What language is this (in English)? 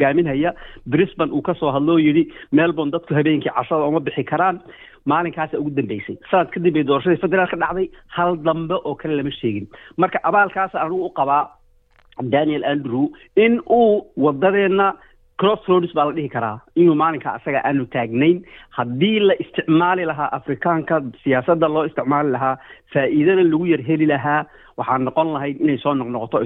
Somali